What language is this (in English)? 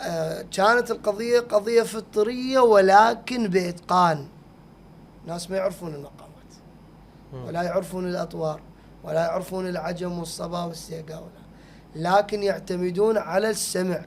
Mesopotamian Arabic